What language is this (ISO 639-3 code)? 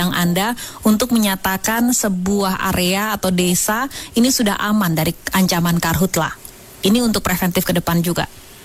ind